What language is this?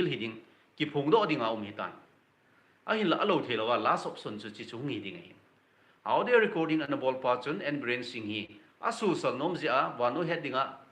Thado Chin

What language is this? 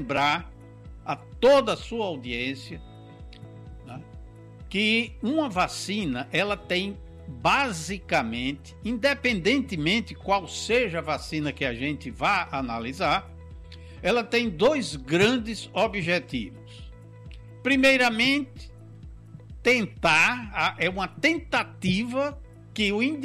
Portuguese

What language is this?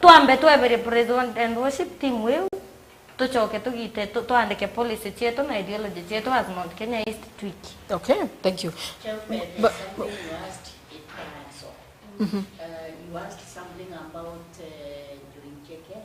Meru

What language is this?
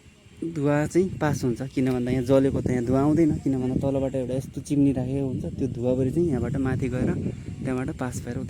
Nepali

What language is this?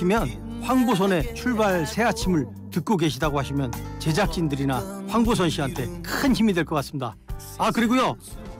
Korean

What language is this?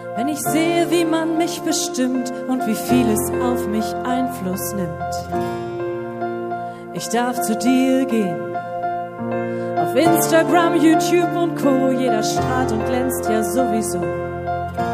German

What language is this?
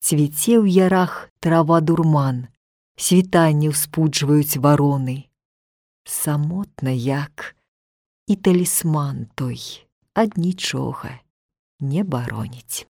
Belarusian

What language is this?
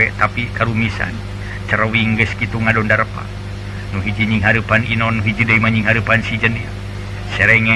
Sundanese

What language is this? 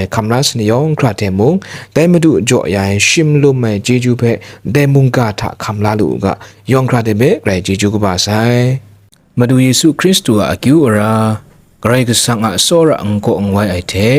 Kachin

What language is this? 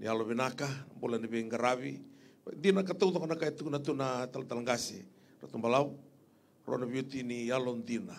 Fijian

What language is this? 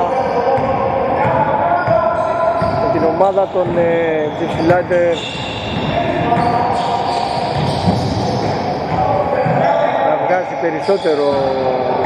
Greek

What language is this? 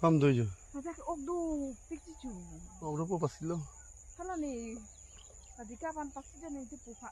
Karbi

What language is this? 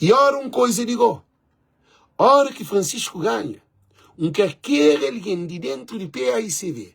Kabuverdianu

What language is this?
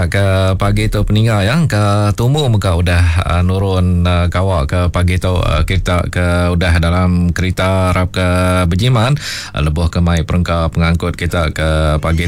Iban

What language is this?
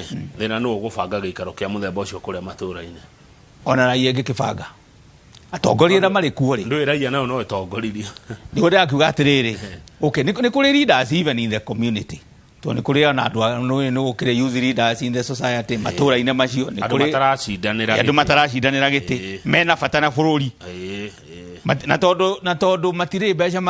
Kikuyu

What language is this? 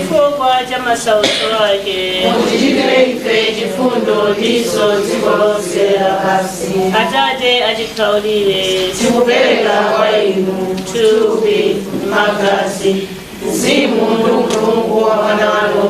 Nyanja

